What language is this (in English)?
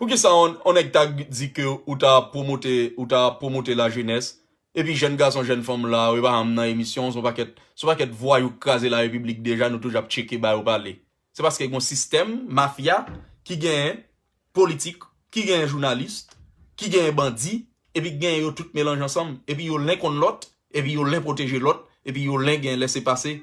Haitian Creole